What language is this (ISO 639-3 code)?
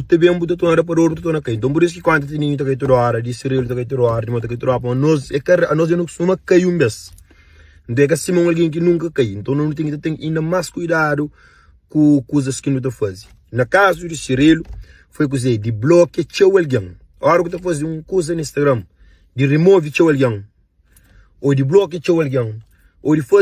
kea